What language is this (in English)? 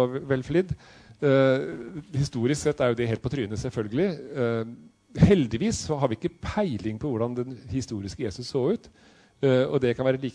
Norwegian